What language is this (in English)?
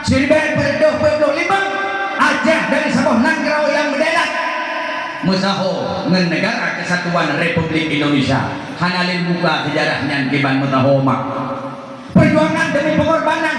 Achinese